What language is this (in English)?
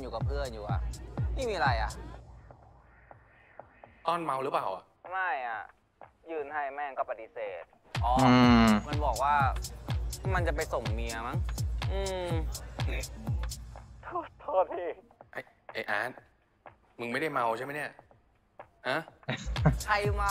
Thai